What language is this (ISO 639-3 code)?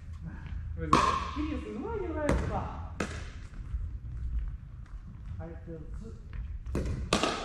jpn